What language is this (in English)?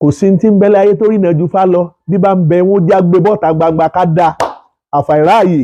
Yoruba